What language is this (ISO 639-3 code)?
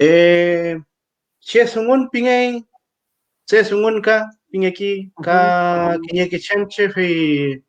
arn